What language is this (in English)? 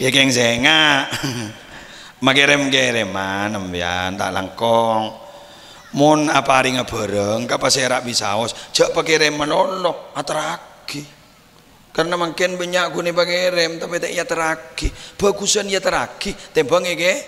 Madurese